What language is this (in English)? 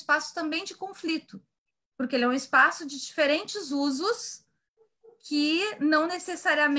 Portuguese